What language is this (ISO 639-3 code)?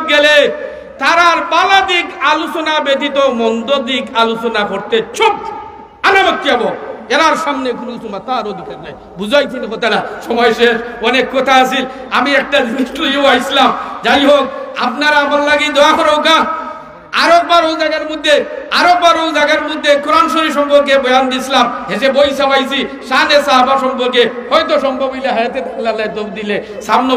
syl